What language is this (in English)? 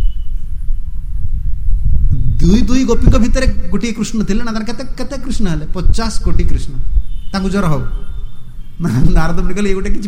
Odia